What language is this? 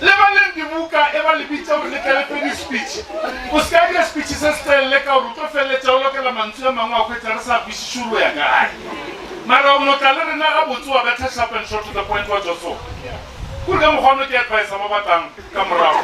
Northern Sotho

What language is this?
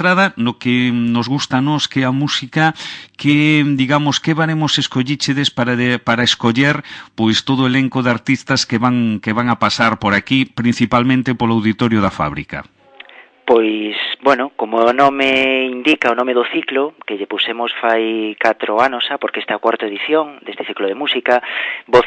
Galician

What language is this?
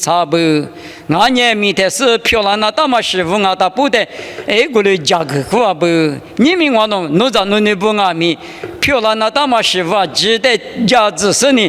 Lisu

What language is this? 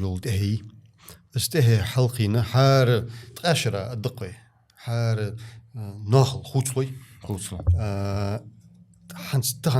Ingush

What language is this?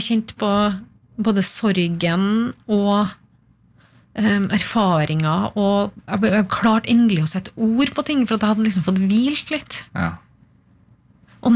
Norwegian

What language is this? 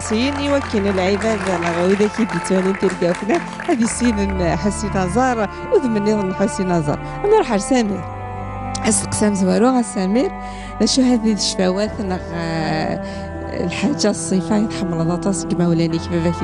Kabyle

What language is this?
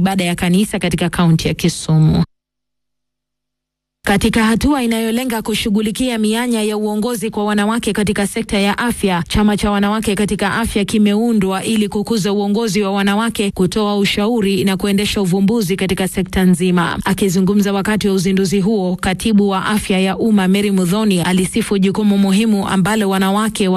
Swahili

